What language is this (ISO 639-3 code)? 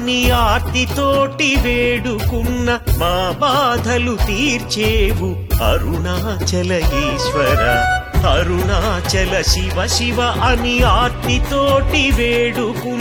tel